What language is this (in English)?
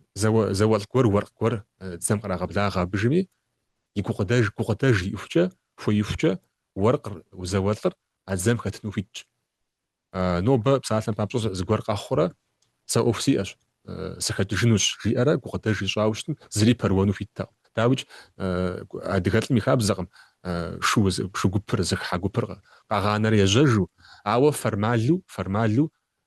Kabardian